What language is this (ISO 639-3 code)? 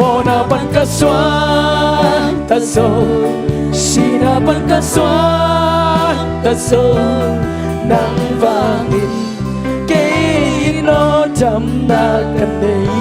ctd